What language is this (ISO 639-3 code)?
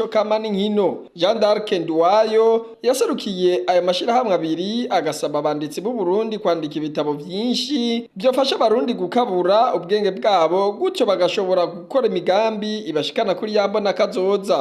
run